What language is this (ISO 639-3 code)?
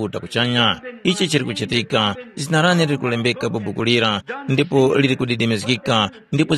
tum